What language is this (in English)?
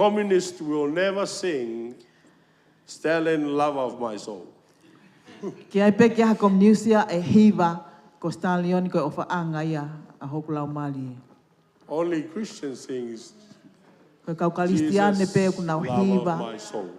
Tongan